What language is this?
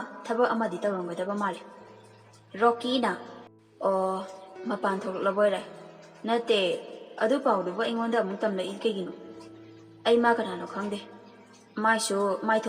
Manipuri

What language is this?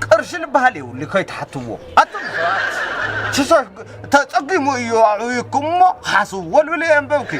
Tigrinya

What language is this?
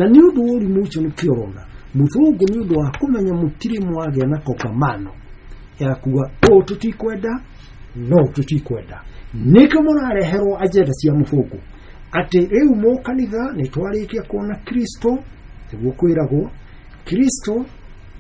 Kikuyu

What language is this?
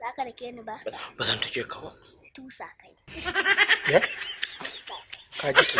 Hausa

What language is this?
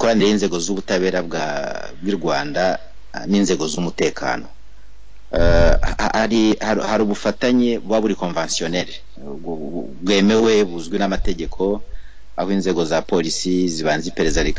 Kinyarwanda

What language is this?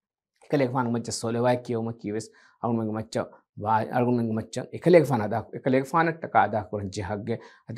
Divehi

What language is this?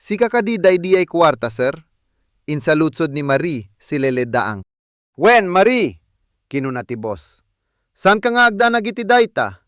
Iloko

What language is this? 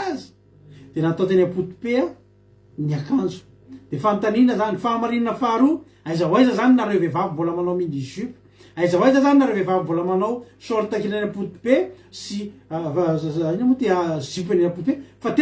Malagasy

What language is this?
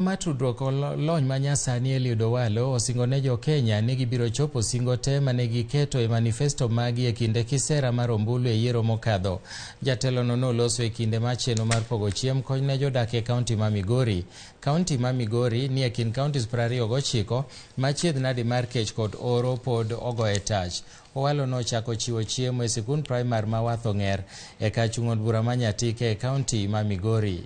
Luo (Kenya and Tanzania)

